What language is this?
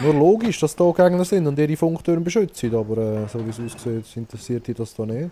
Swiss German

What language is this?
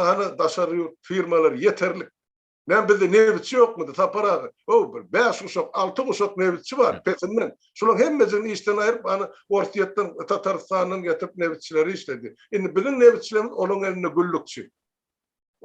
Turkmen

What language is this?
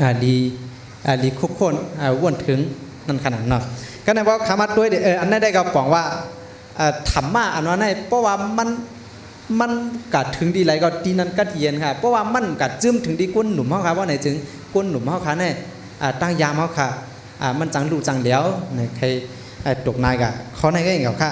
Shan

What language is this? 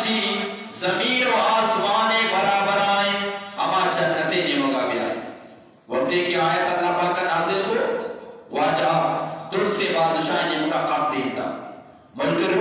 Eastern Balochi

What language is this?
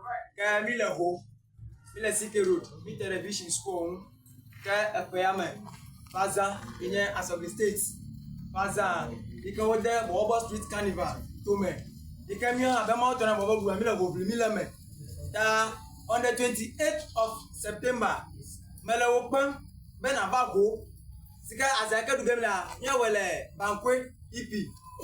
Ewe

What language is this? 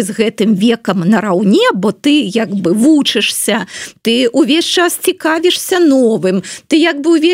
Belarusian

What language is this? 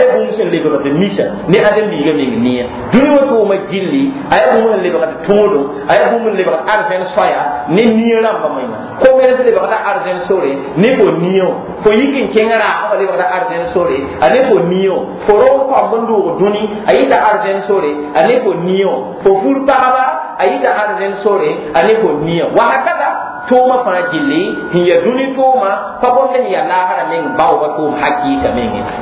Mossi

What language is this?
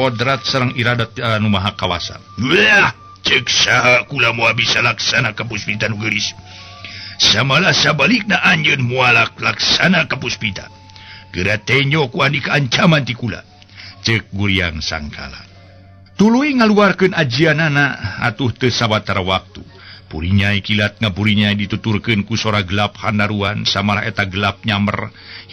Sundanese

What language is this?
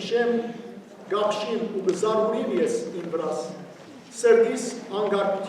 Western Armenian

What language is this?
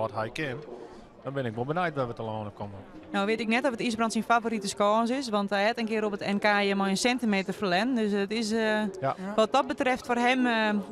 Western Frisian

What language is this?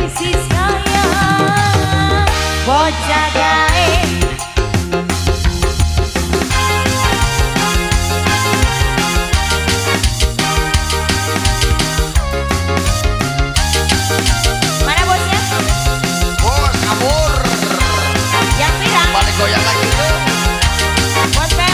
Indonesian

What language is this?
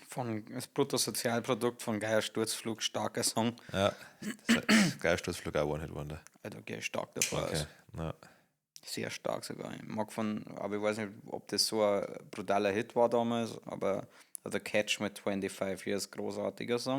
Bavarian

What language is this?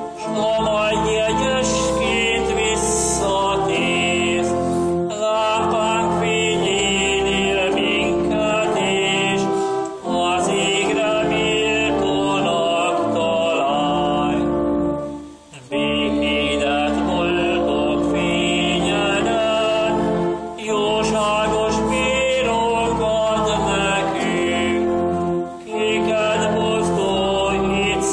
Hungarian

